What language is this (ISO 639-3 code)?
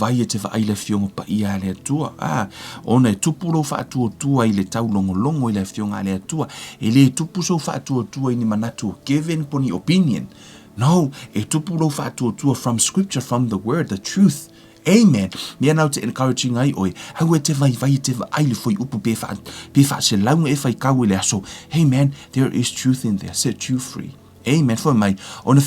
smo